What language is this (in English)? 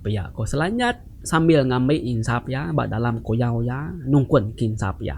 Iban